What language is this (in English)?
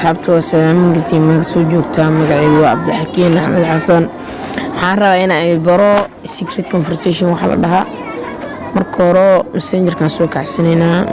Somali